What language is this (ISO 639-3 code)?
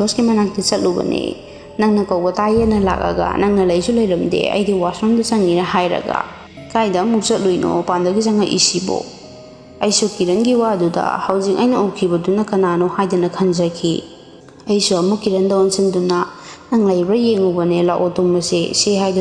mni